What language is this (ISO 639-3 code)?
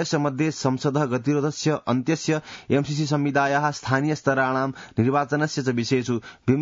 san